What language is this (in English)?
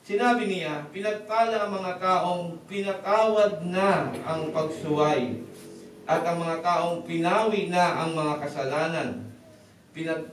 Filipino